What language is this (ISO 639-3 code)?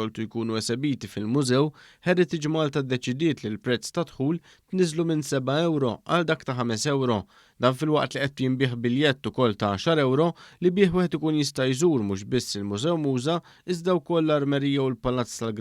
mlt